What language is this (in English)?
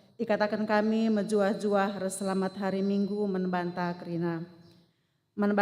Batak Karo